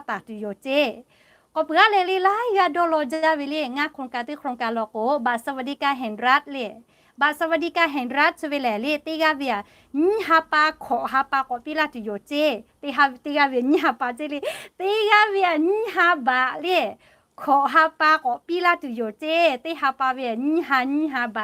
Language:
Lahu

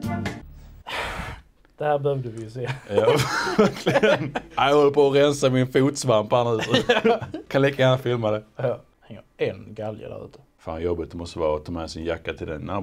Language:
Swedish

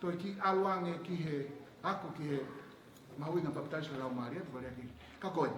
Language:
Tongan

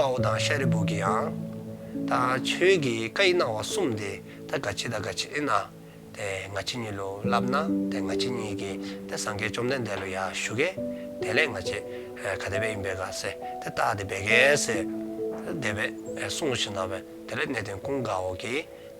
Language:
Dzongkha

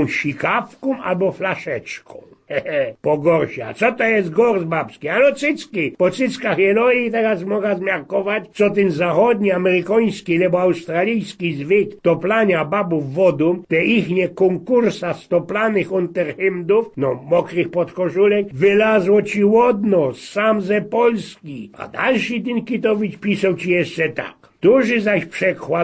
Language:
Silesian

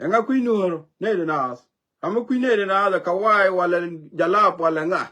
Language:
Nuer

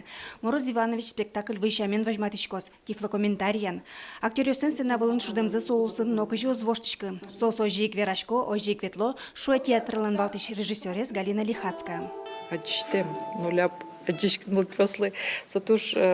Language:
Udmurt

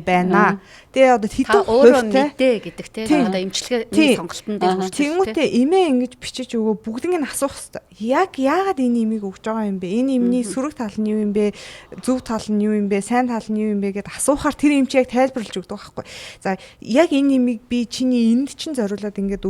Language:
Mongolian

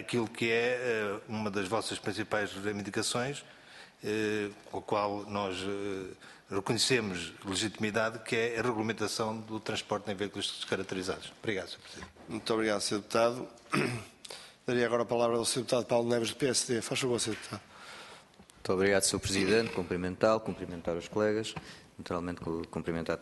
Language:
Portuguese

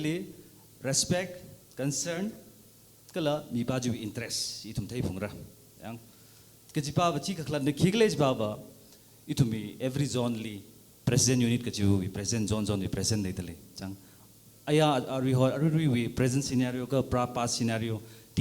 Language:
Tangkhul Naga (India)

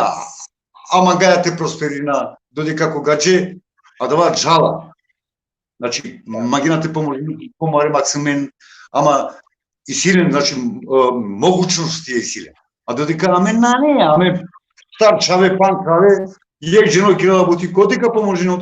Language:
Balkan Romani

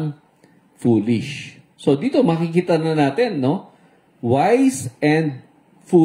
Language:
Filipino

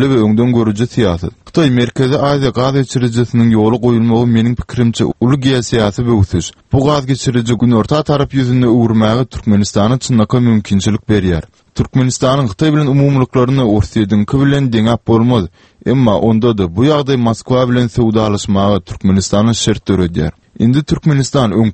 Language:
Turkmen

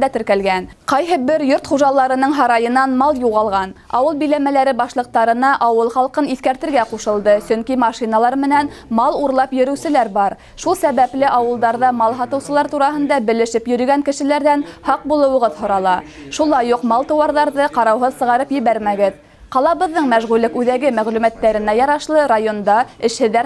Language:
Bashkir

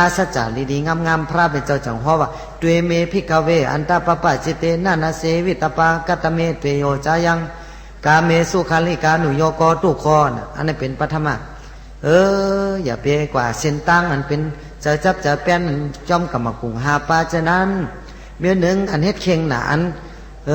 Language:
Shan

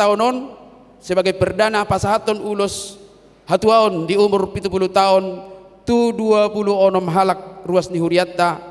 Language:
Batak Toba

